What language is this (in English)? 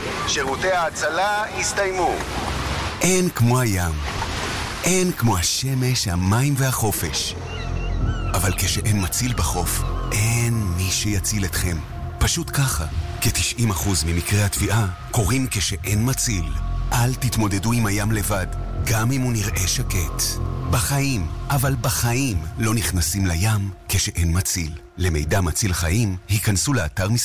Hebrew